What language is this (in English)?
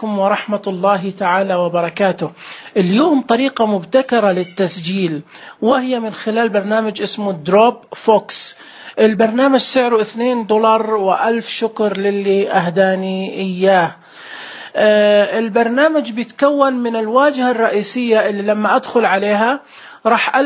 Najdi Arabic